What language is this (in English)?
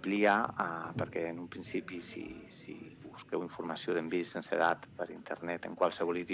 Catalan